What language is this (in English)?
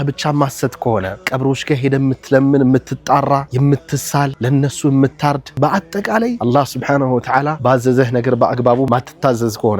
Amharic